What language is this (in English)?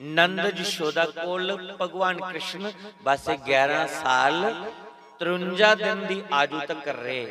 Dogri